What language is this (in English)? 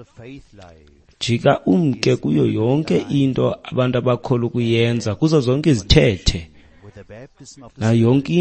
Xhosa